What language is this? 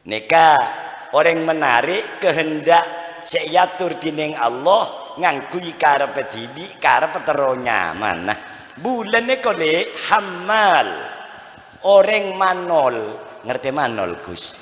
Madurese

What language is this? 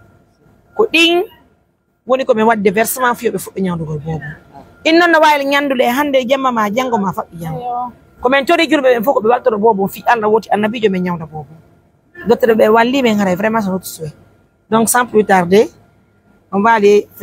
Pular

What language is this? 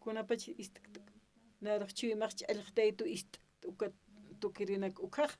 Aymara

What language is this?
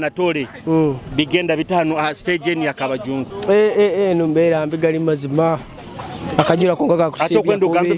Nyoro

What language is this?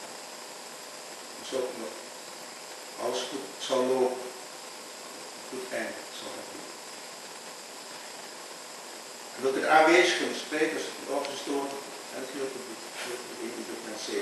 Dutch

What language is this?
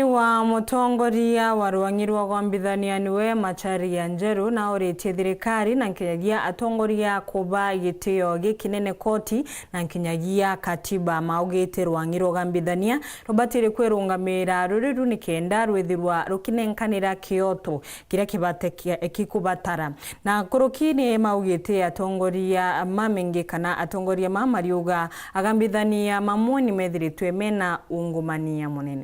Meru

